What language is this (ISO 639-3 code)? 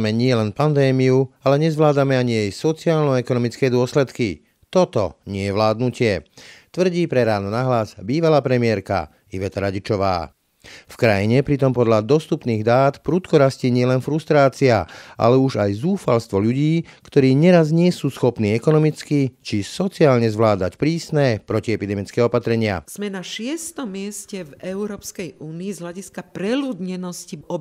slk